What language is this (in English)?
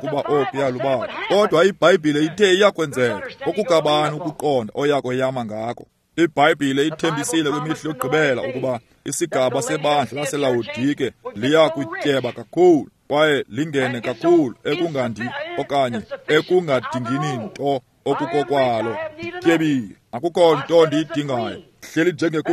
Xhosa